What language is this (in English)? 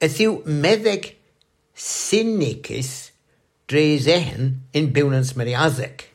Cornish